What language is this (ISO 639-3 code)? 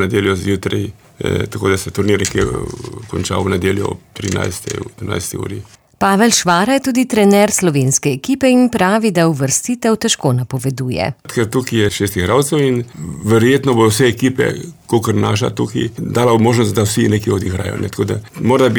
slv